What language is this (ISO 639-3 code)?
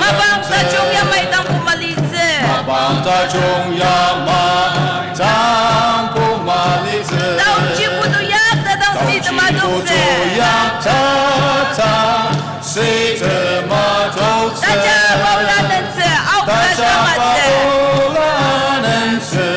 njo